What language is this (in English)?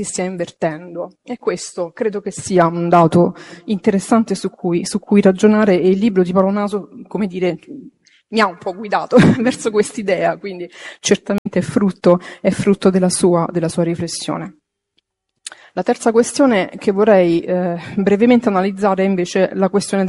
Italian